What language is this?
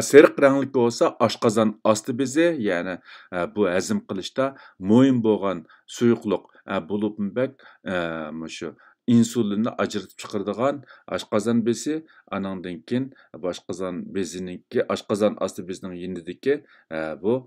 Uyghur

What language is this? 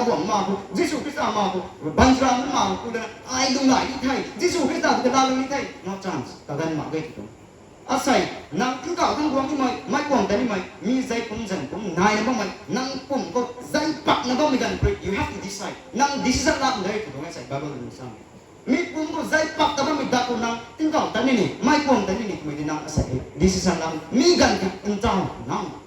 Rongmei Naga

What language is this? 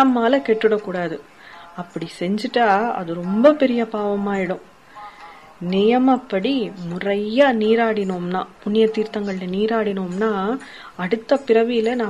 Tamil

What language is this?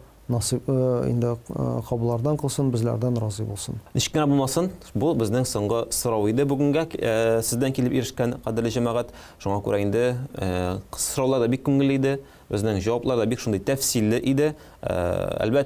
Tatar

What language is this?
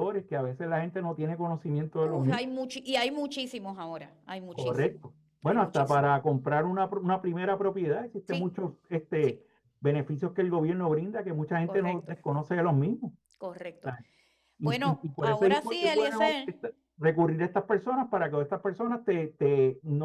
Spanish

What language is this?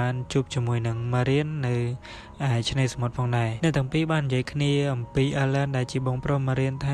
Khmer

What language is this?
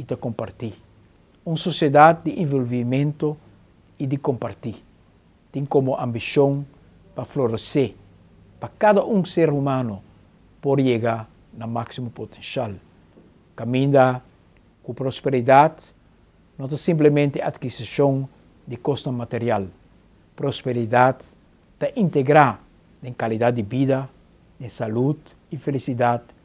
Papiamento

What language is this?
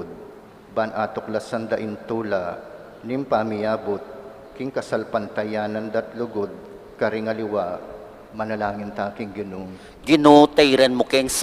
Pampanga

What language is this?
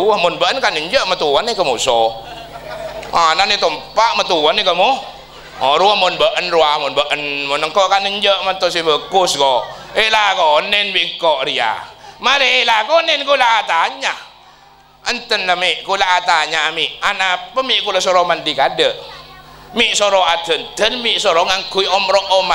Madurese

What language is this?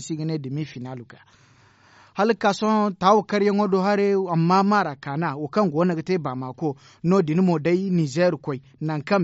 Zarma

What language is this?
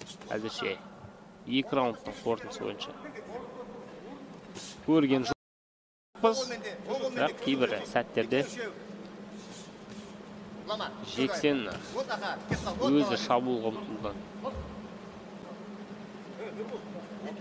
Kazakh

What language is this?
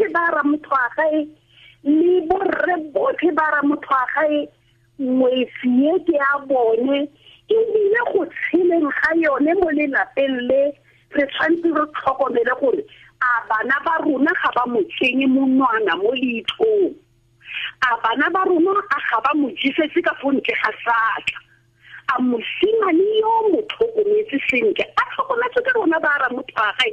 Tswana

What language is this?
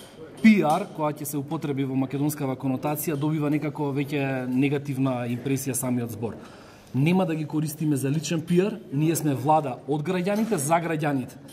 Macedonian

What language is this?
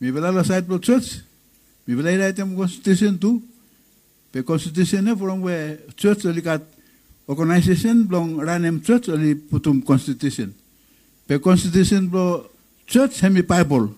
Bislama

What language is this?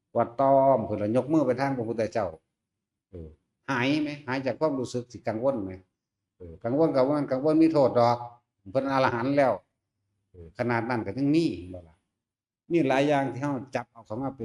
Northeastern Thai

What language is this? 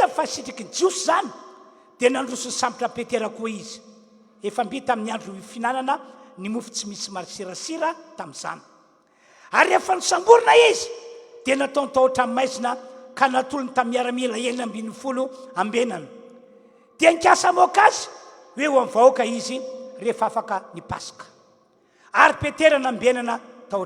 Malagasy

